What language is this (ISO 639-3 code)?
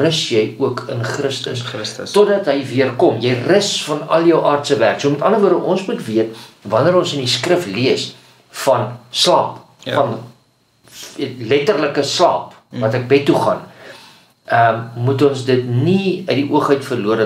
afr